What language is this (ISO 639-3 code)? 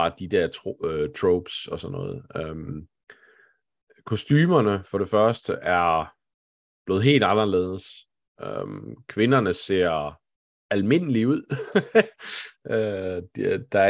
dan